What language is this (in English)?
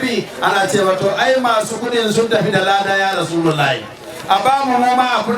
Hausa